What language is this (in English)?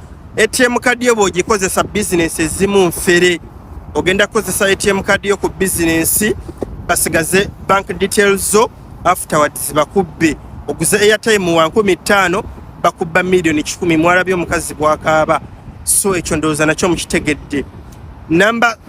Ganda